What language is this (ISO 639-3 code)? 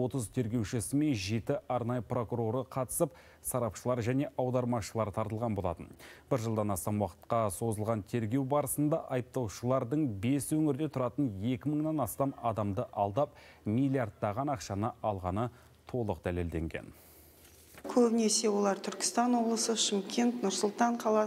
kaz